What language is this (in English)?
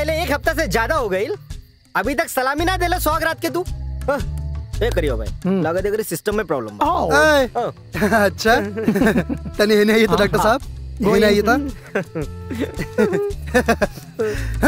Bhojpuri